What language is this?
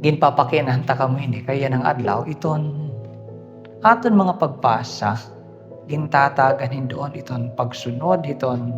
Waray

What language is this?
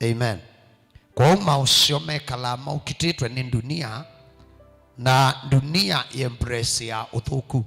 Kamba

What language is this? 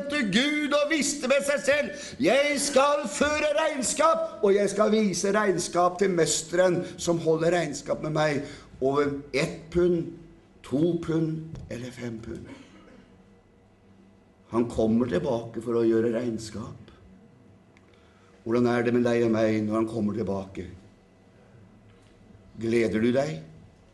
Norwegian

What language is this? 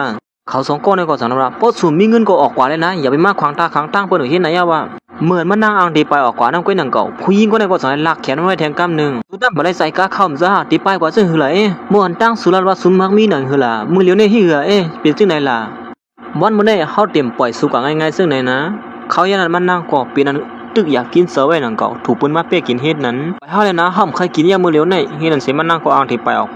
Shan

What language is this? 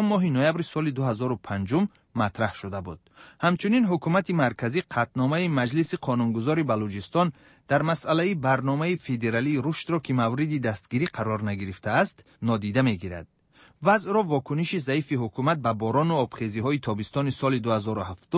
Persian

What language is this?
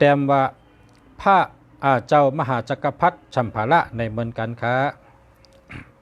Shan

